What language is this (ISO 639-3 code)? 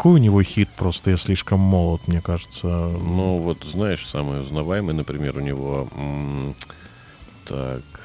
rus